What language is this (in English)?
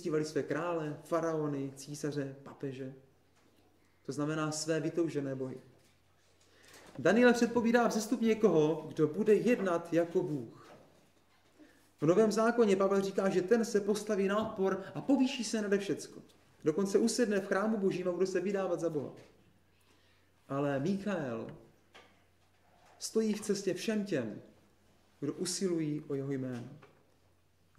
Czech